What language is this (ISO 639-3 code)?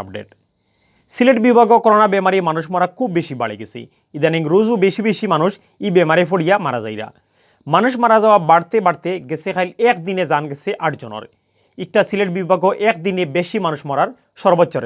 syl